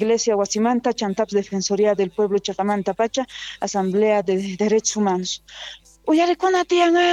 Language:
South Bolivian Quechua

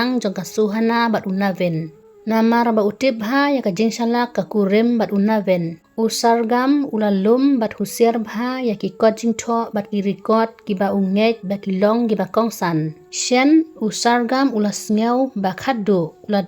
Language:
Khasi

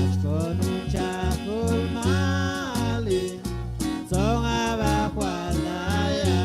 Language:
Chuj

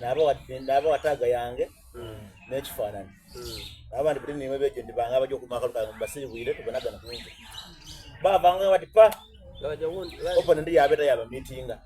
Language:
Soga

